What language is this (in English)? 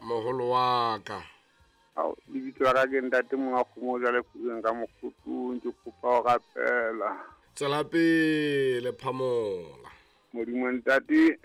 Southern Sotho